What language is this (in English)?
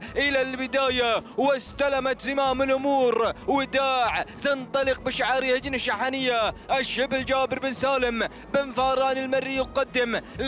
Arabic